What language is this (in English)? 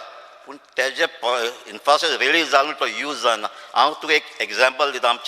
Konkani